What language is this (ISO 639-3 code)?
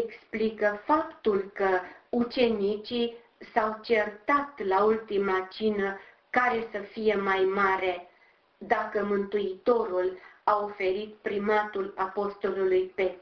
ron